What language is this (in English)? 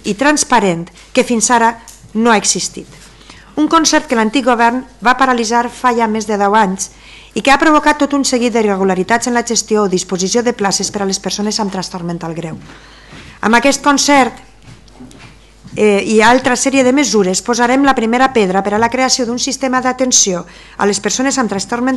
Catalan